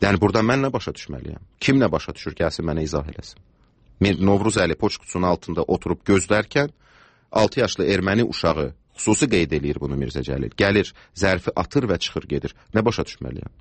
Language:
Azerbaijani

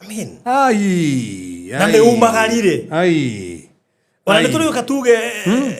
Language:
Kikuyu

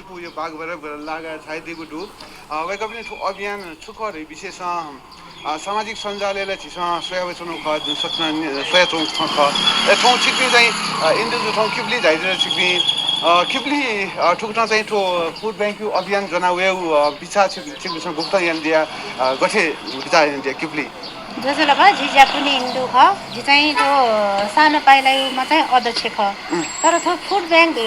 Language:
Newari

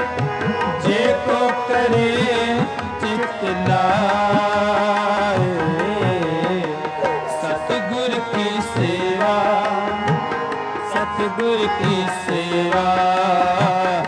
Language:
Punjabi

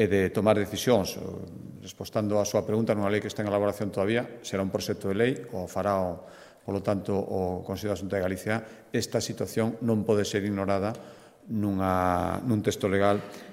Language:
Galician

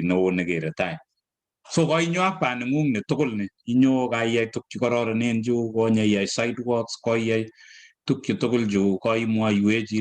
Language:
Kalenjin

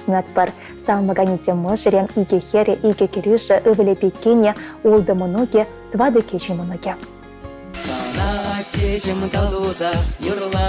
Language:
Chuvash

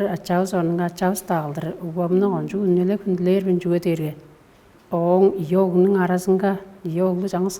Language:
Tuvinian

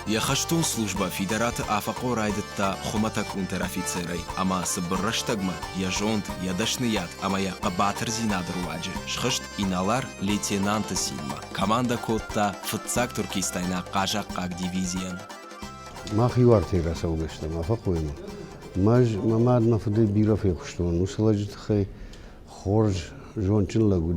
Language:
Ossetic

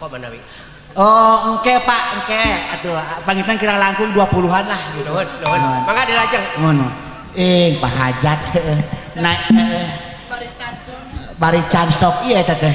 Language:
Sundanese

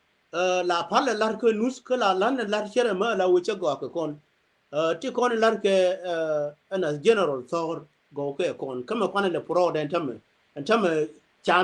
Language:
Nuer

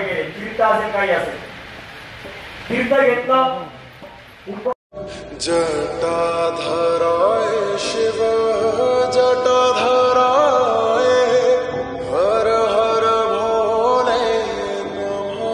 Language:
Marathi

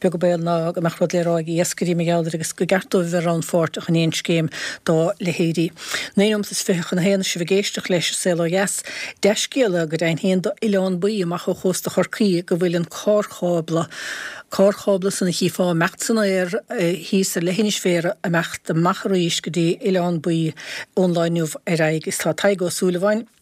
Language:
Irish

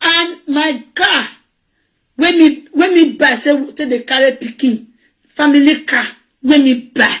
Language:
Nigerian Pidgin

